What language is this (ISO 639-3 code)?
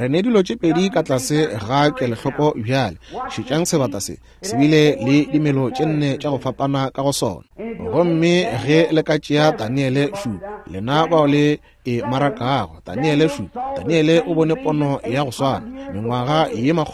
nso